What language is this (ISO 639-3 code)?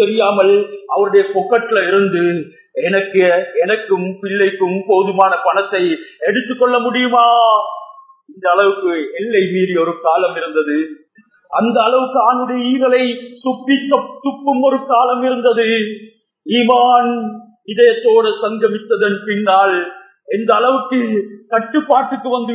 tam